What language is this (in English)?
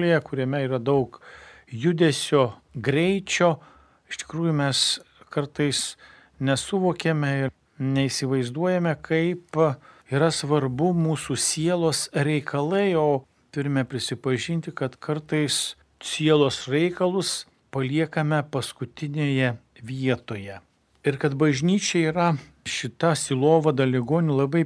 Lithuanian